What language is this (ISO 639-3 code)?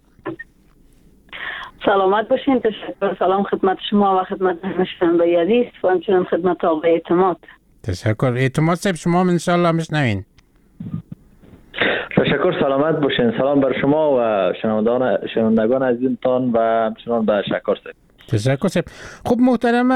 fas